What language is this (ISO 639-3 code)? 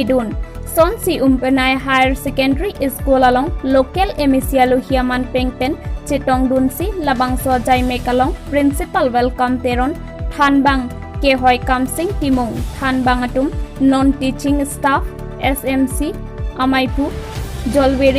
mjw